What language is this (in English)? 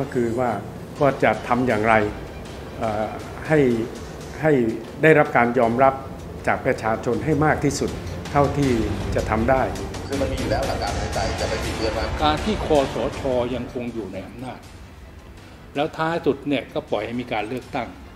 Thai